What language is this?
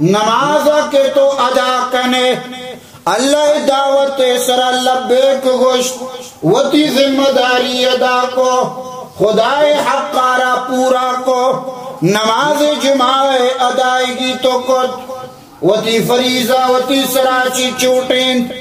Baluchi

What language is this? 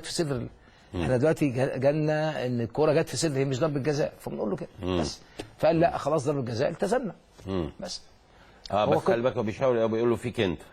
Egyptian Arabic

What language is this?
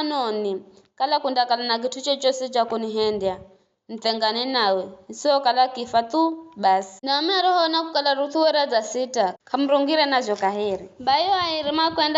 Giryama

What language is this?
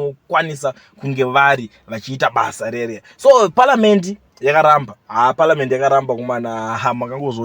Shona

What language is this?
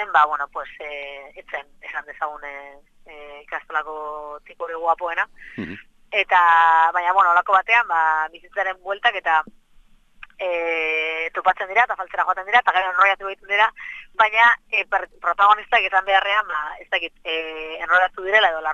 Basque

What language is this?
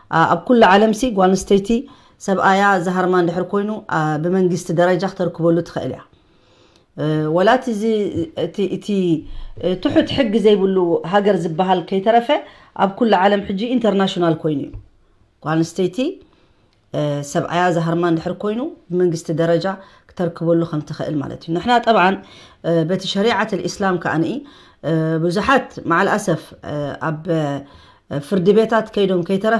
Tigrinya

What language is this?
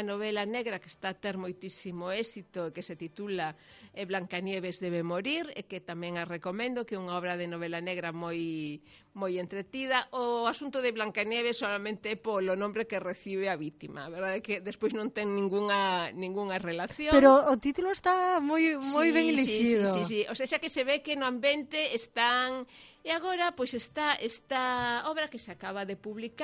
Galician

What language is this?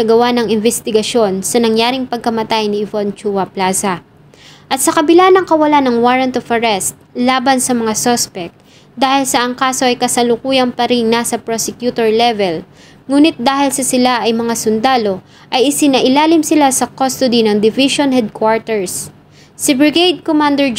Filipino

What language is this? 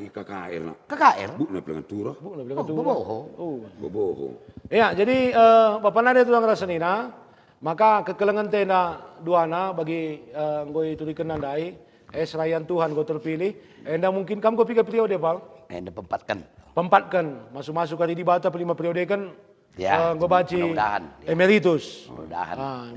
Batak Karo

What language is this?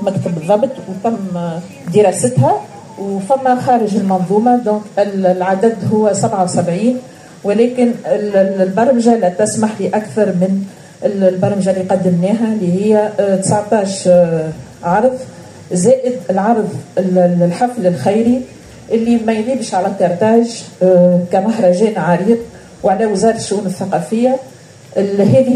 Tunisian Arabic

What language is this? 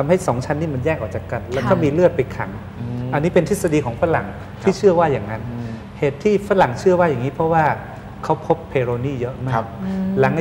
Thai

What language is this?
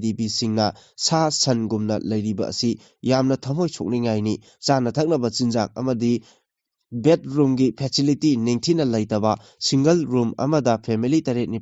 Manipuri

